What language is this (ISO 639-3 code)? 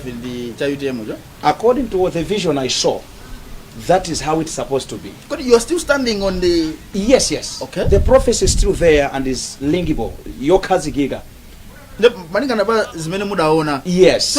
nya